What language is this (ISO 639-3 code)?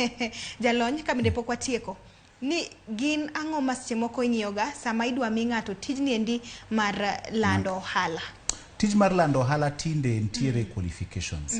luo